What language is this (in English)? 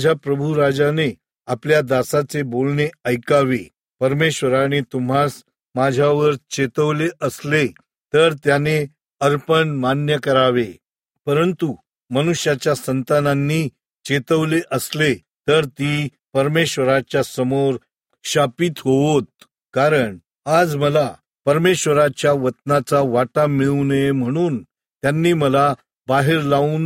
Marathi